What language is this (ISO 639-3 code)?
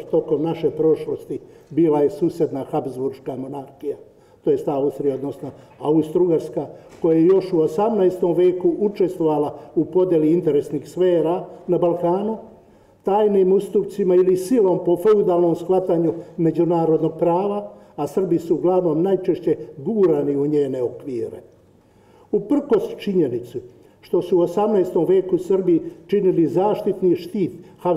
srp